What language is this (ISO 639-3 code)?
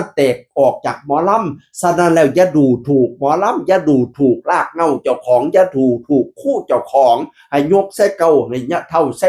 tts